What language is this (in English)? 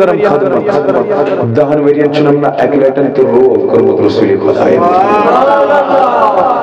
Kashmiri